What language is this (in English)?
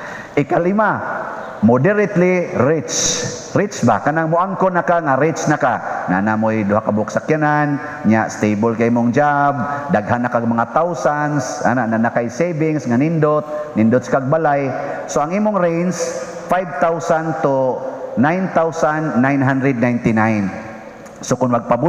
Cebuano